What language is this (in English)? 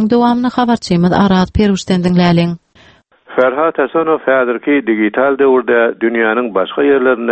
Turkmen